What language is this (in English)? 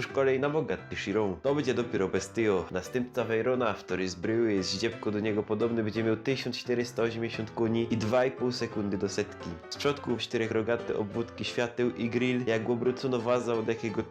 Silesian